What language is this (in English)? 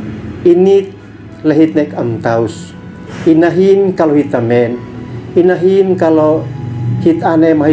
Uab Meto